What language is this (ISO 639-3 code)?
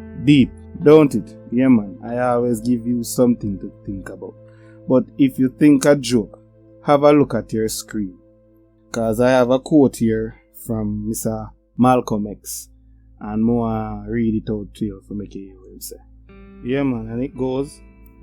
jam